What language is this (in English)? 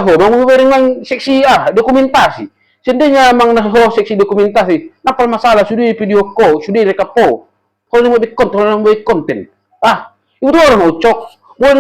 Batak Toba